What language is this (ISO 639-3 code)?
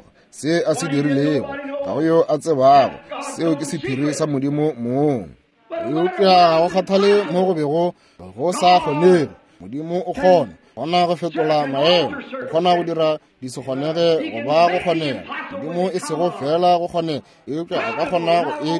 nso